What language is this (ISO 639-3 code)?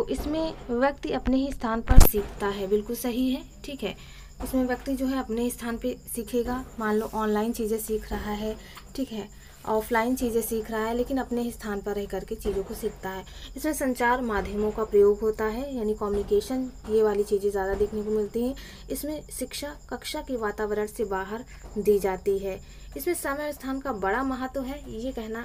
hin